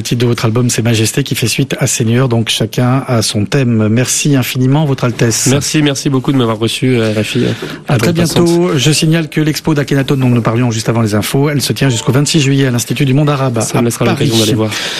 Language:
French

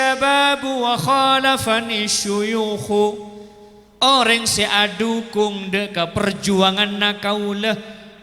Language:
Madurese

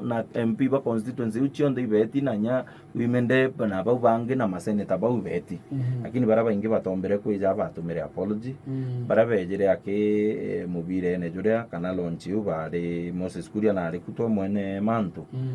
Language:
Meru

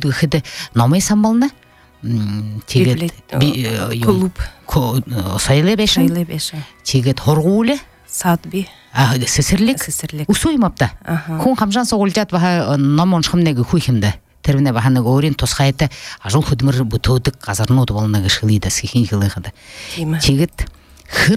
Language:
Buriat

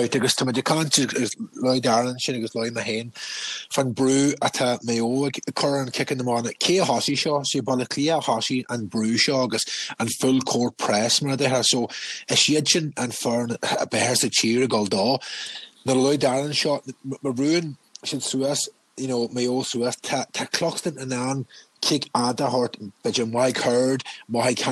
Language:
Irish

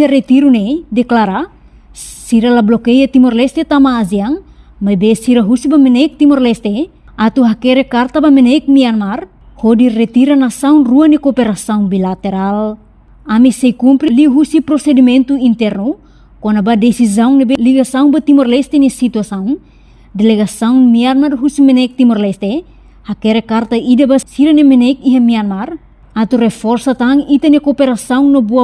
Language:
Tetum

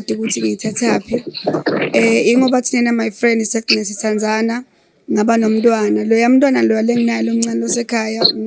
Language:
Zulu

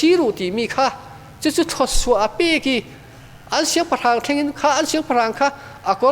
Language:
Falam Chin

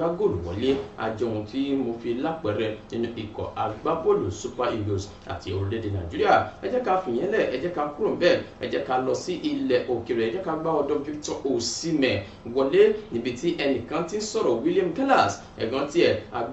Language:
Yoruba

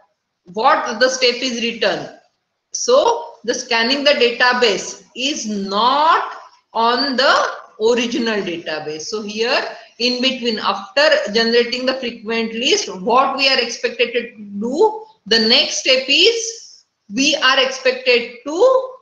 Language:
English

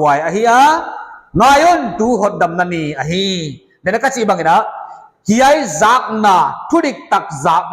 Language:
Paite Chin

